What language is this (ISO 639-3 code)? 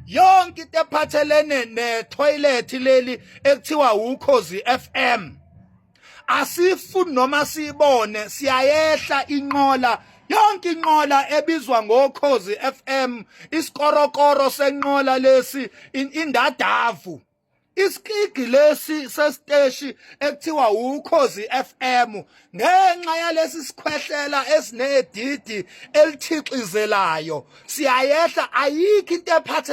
zul